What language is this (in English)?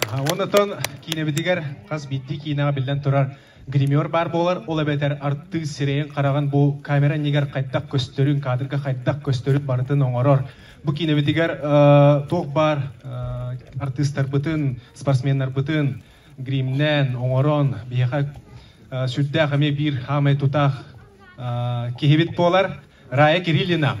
Yakut